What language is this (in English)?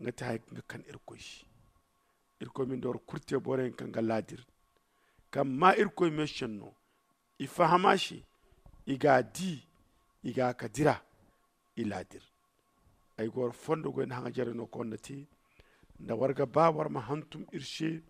Zarma